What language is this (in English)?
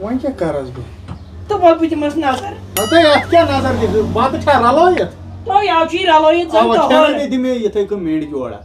Kashmiri